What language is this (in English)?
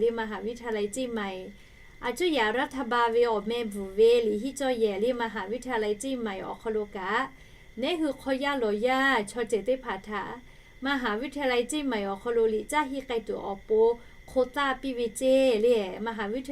Lahu